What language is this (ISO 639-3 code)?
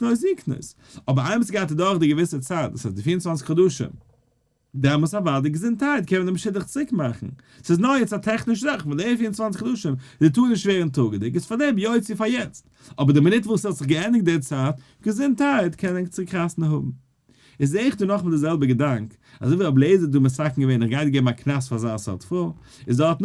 yid